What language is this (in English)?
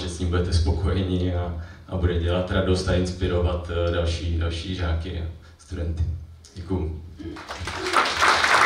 Czech